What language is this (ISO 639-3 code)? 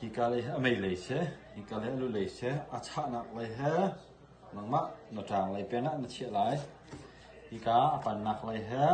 cnh